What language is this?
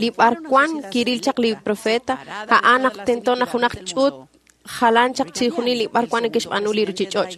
Kekchí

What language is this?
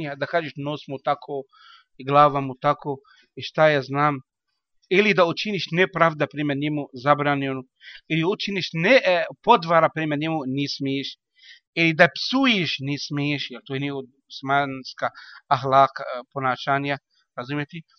Slovenian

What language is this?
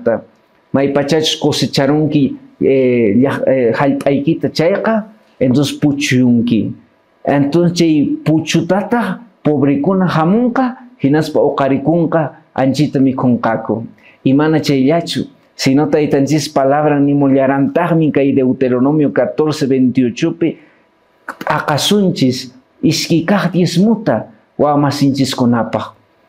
Quechua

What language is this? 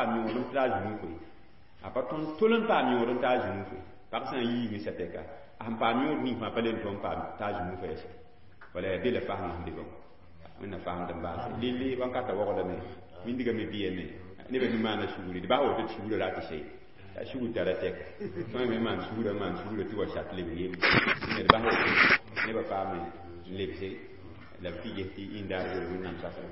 Mossi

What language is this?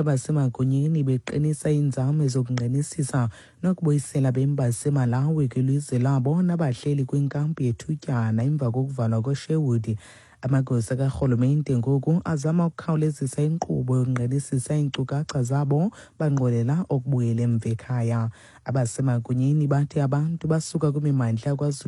Xhosa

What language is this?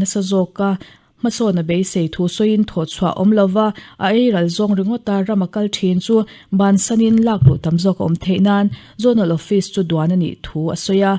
Mizo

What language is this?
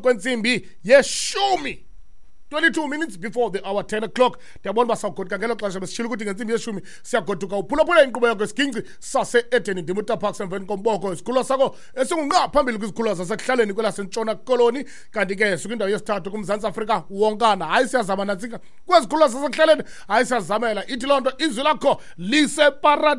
Xhosa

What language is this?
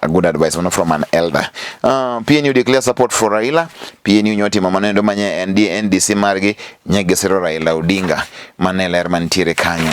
Luo (Kenya and Tanzania)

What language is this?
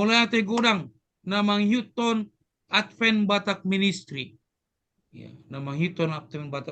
Batak Toba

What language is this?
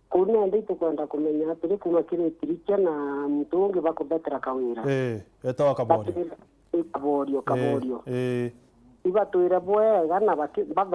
Meru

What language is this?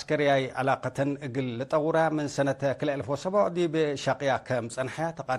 Tigre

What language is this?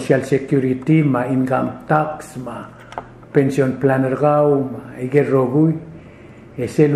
Palauan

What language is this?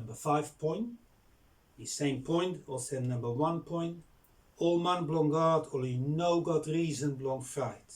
Bislama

